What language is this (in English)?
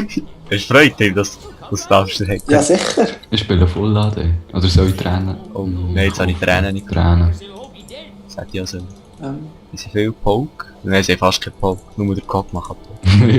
Swiss German